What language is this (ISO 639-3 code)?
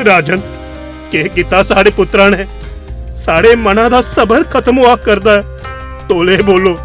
doi